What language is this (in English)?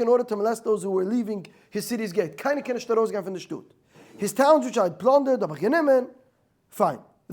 Yiddish